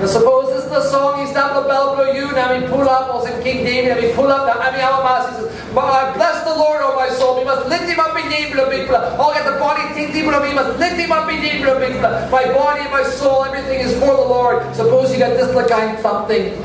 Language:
Tok Pisin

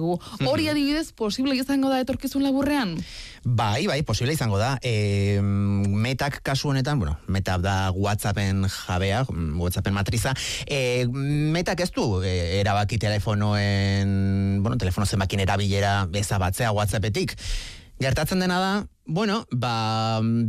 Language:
Basque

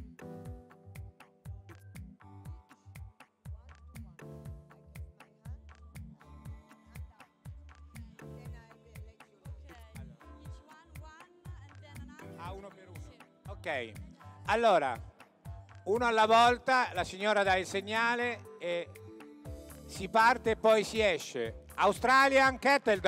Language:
Italian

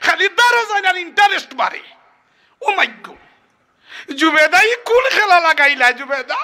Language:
Sylheti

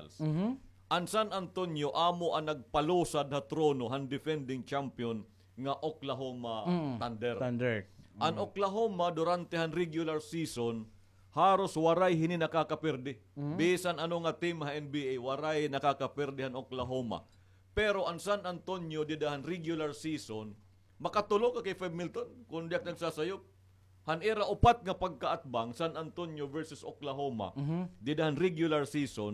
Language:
Waray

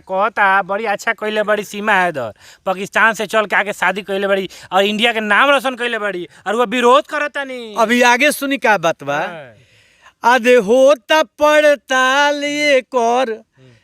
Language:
Bhojpuri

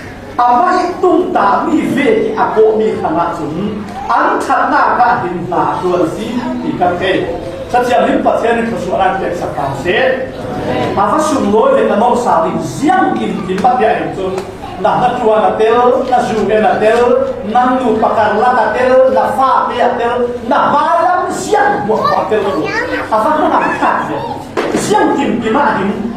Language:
Falam Chin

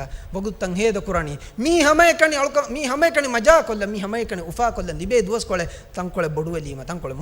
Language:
Divehi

